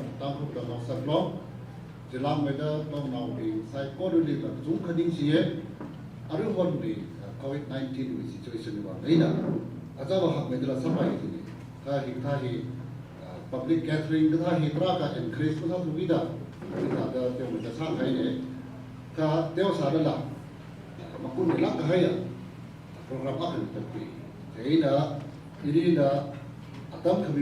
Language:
Tangkhul Naga (India)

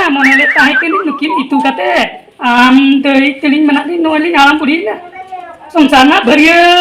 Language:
Santali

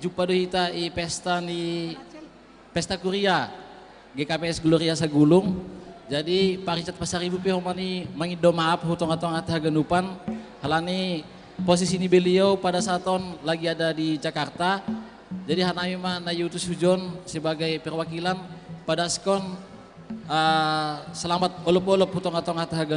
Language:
Batak Simalungun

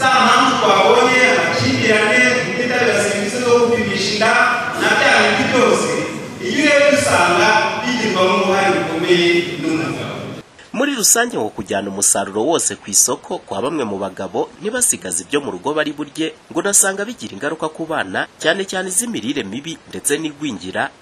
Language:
Kinyarwanda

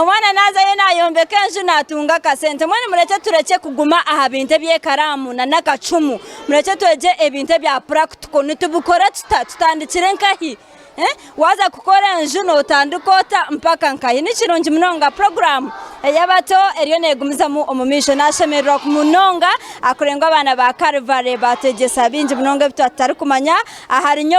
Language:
Nyankole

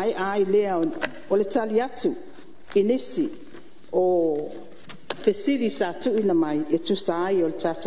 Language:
Samoan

